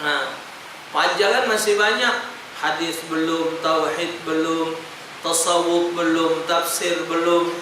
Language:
Musi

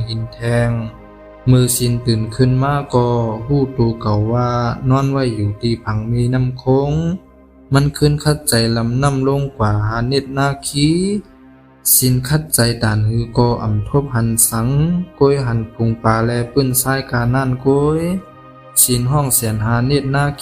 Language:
Shan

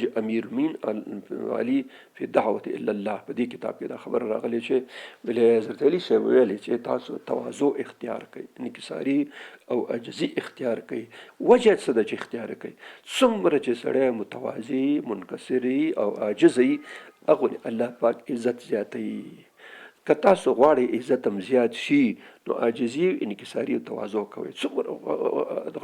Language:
Pashto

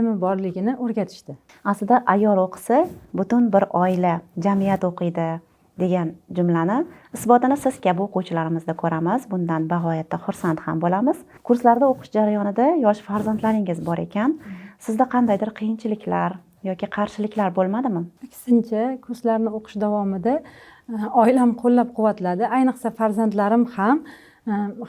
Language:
Uzbek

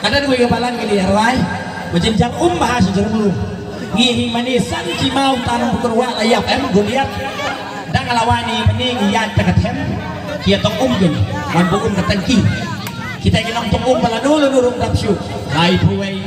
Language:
Khasi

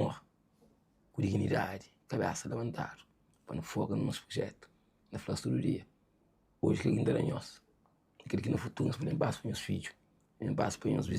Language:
Kabuverdianu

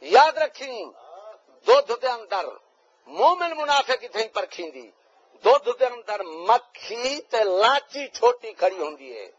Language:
Saraiki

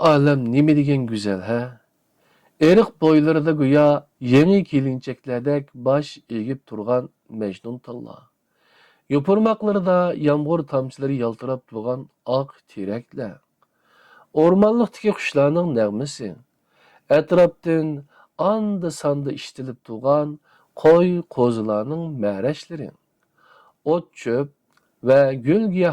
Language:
Uyghur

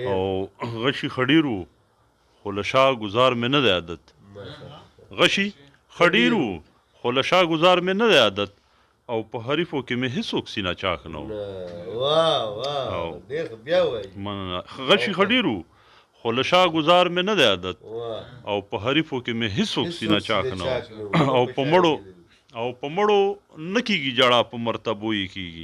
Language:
Pashto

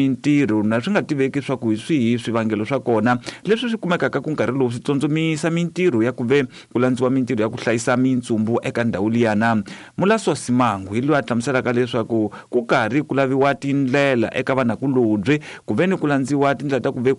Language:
Tsonga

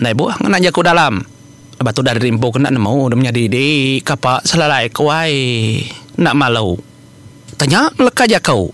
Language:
Iban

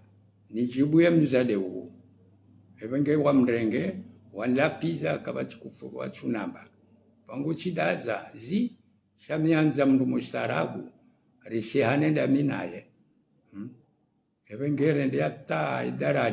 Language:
Ngazidja Comorian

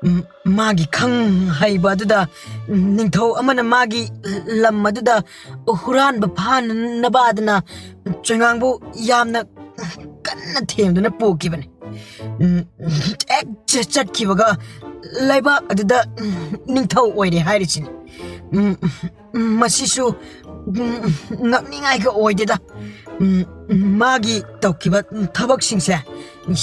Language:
Manipuri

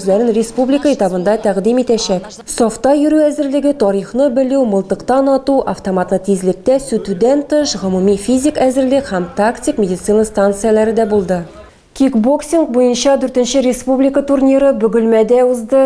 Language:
Tatar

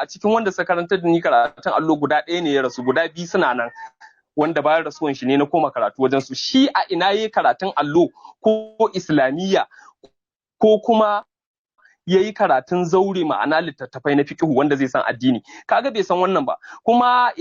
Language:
Hausa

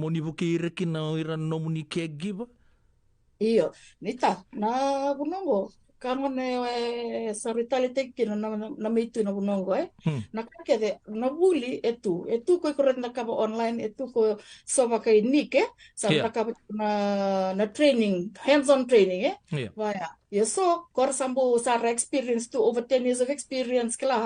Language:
Fijian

